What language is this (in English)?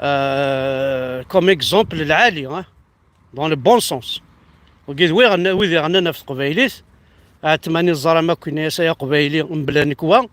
Kabyle